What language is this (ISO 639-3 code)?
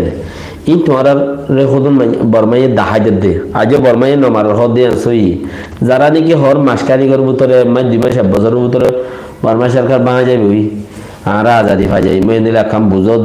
rhg